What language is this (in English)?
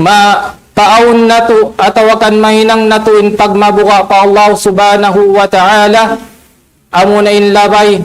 Tausug